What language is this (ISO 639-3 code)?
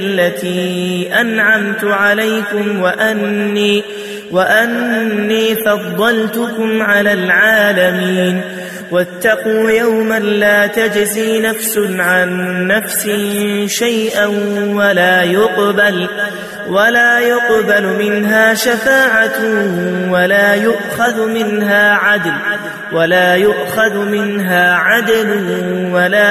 ara